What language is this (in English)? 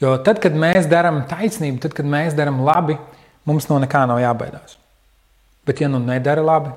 Latvian